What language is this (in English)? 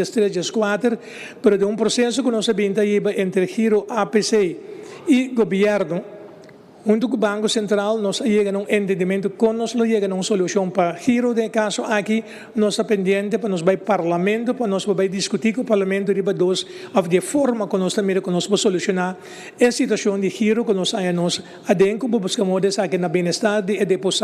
Papiamento